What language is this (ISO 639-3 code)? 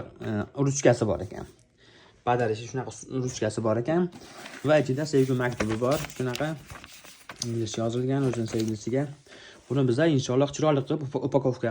uzb